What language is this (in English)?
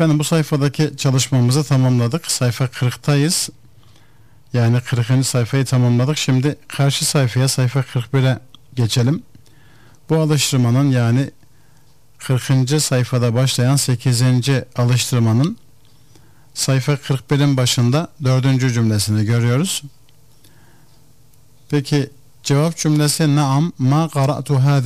Turkish